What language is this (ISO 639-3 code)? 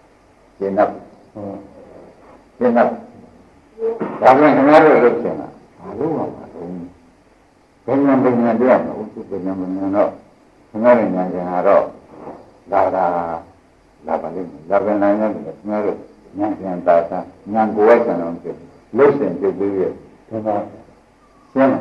mya